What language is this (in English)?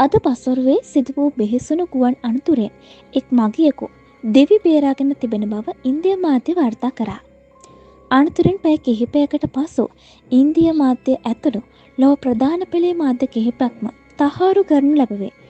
Sinhala